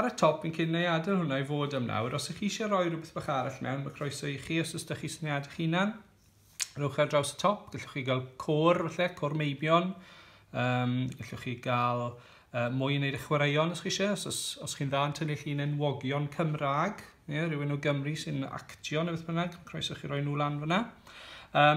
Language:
Welsh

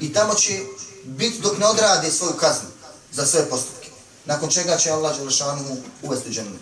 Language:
Bosnian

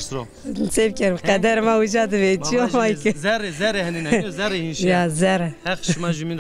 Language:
Zaza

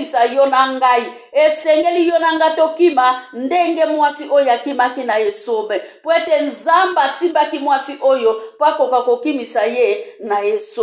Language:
Lingala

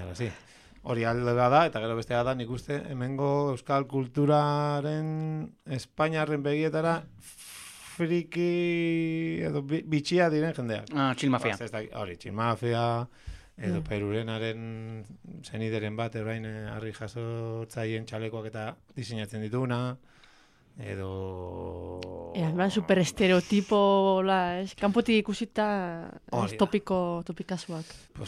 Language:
Basque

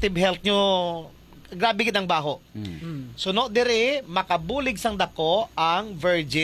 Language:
Hiligaynon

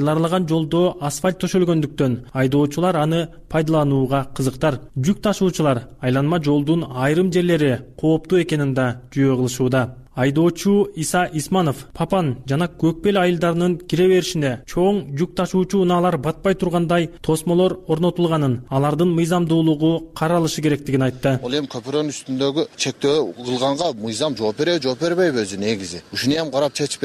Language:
Kyrgyz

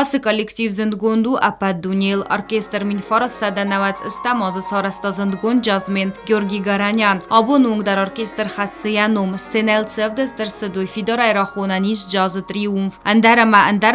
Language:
Ossetic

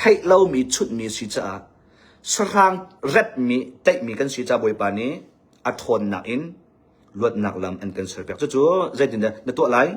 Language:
Hakha Chin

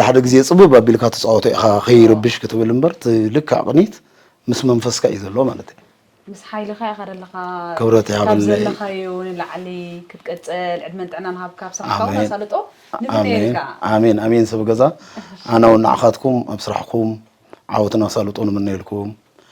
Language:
Tigrinya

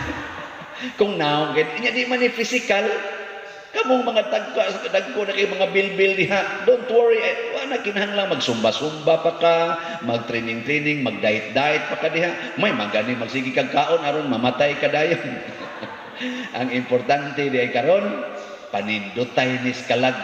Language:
Cebuano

